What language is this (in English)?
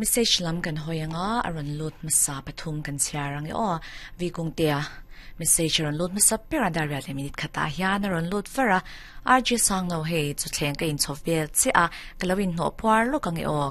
Mizo